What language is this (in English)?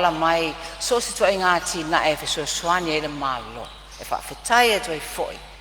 Samoan